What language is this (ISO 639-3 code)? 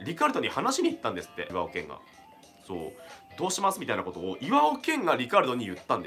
jpn